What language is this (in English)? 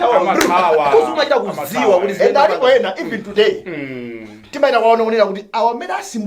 Nyanja